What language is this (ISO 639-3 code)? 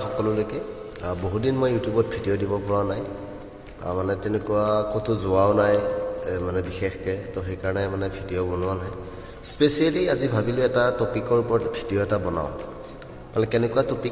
asm